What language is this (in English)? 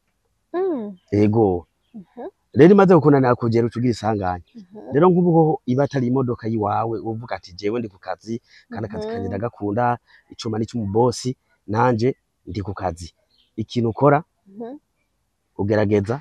Rundi